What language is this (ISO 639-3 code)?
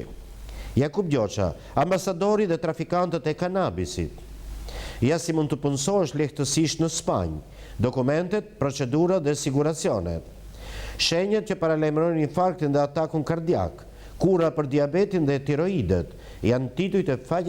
sqi